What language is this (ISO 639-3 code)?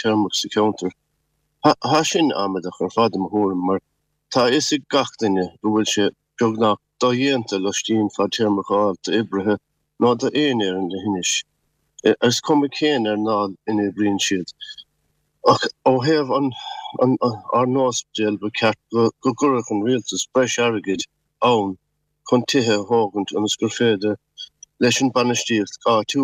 gle